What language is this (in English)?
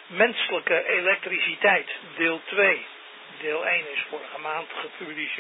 Dutch